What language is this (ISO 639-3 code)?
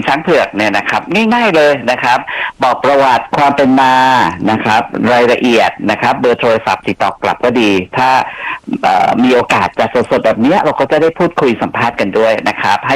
tha